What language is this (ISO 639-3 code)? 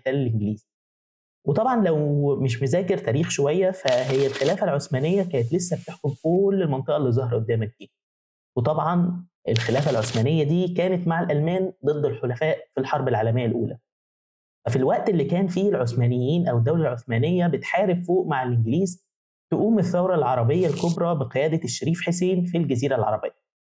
arz